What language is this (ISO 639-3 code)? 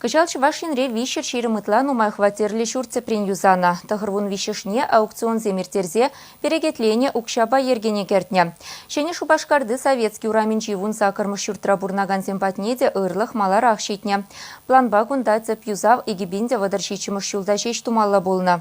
chv